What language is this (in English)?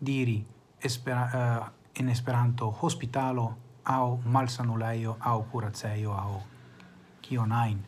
Esperanto